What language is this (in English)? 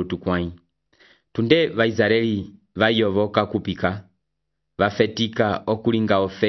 Umbundu